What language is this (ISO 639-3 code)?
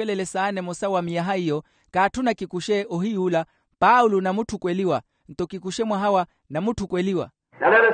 vmw